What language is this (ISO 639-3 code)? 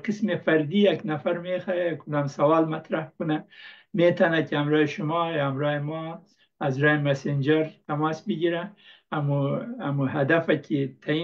pus